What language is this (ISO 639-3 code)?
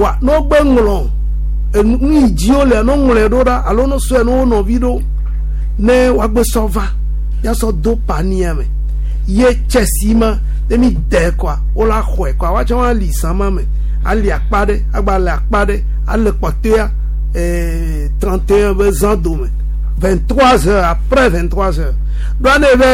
gej